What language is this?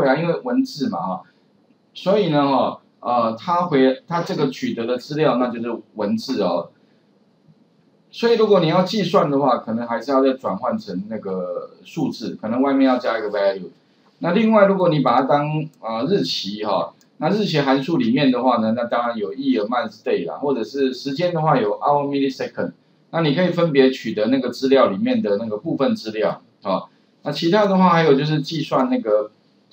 Chinese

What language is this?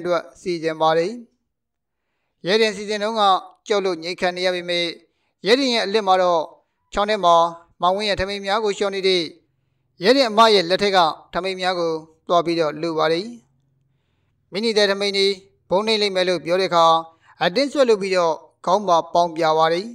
Burmese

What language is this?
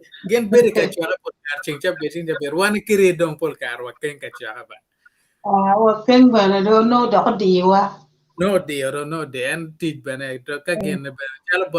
Acoli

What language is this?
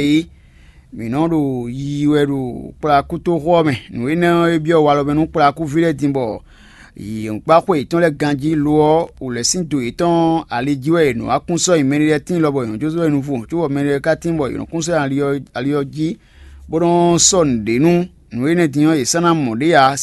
Fon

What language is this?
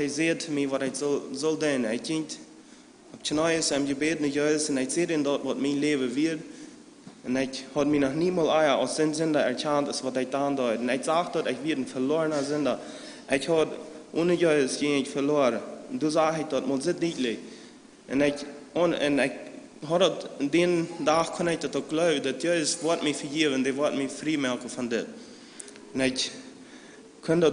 Plautdietsch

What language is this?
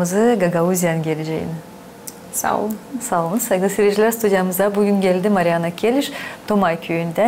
Gagauz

